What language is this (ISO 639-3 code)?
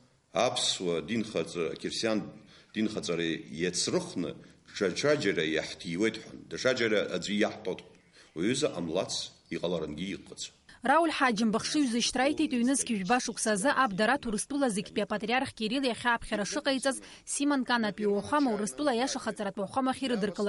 abk